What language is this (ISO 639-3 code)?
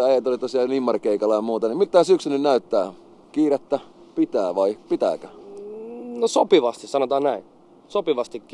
fin